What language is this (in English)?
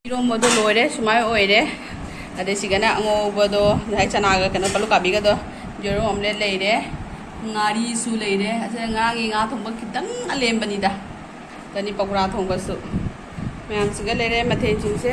Manipuri